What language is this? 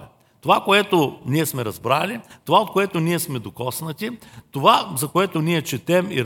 Bulgarian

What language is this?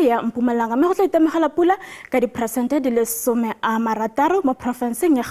Tswana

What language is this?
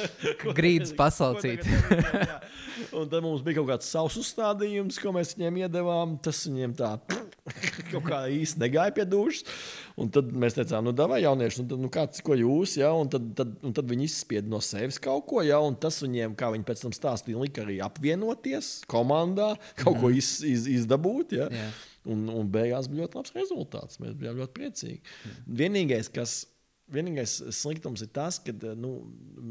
Latvian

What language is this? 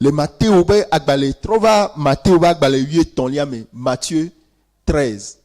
Ewe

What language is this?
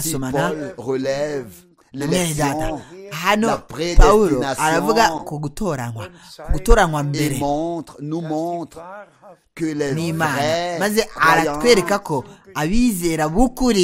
Kinyarwanda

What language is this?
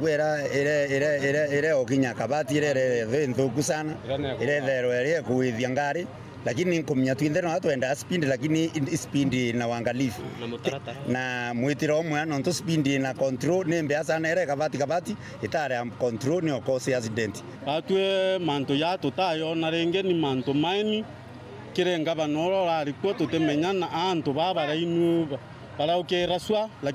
Meru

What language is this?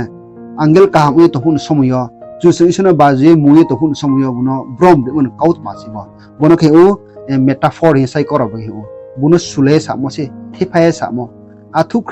Riang (India)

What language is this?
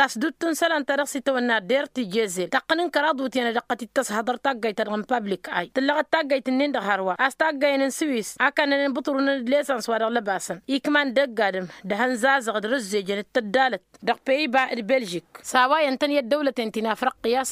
Tamasheq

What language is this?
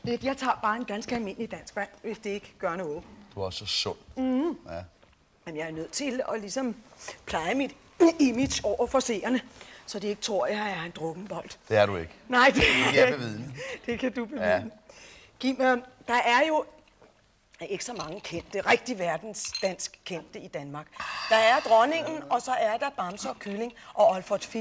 Danish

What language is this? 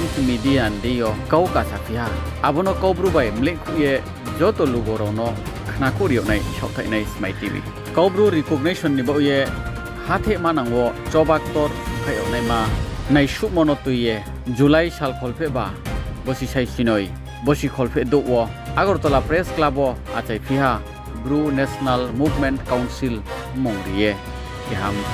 Riang (India)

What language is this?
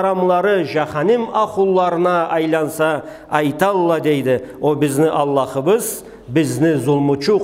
Karachay-Balkar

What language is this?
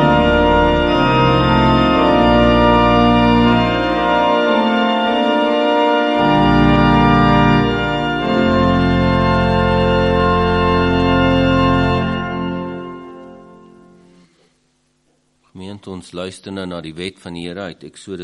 Afrikaans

